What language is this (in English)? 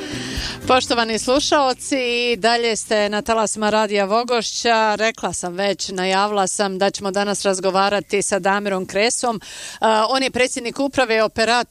Bosnian